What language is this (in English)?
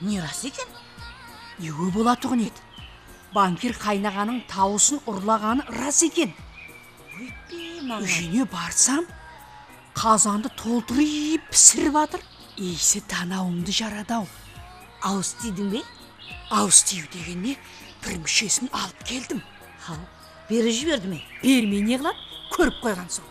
Kara-Kalpak